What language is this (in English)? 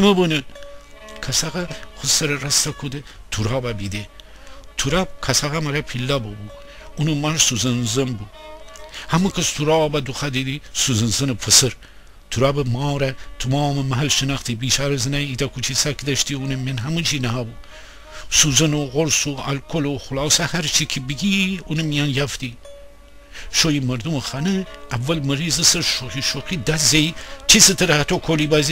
Gilaki